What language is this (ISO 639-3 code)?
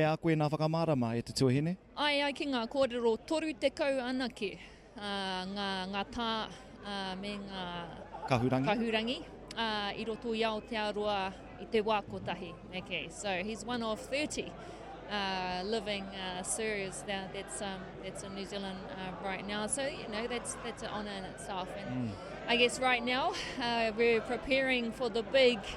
mri